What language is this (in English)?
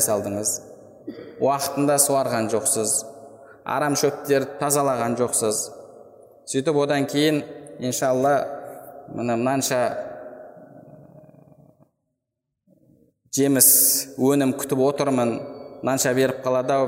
Kazakh